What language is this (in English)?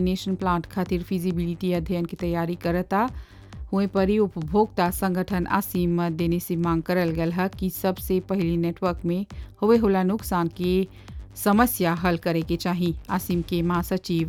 Bhojpuri